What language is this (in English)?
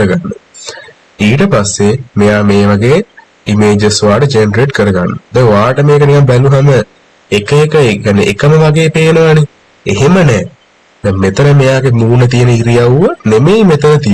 Sinhala